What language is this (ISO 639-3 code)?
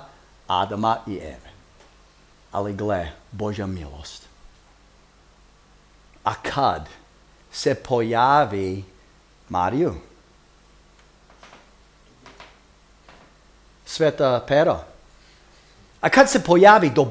hrv